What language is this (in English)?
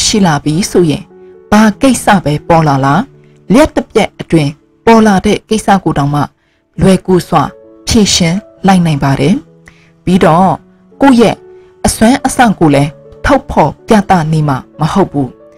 Burmese